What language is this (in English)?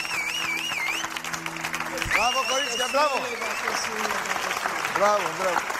Greek